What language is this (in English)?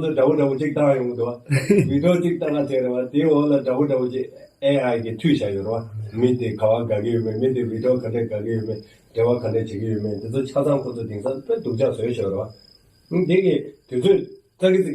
Tibetan